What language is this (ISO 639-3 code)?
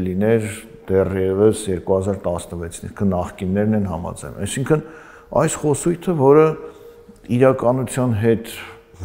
hye